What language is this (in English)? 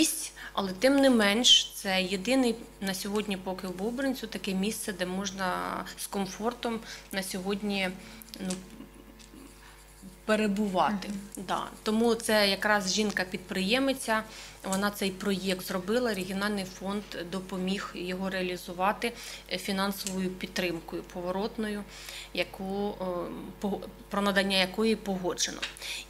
Ukrainian